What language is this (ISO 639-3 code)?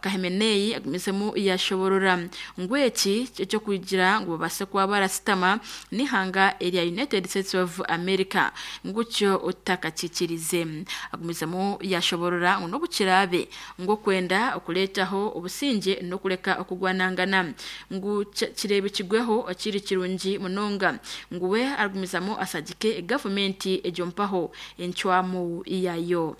nyn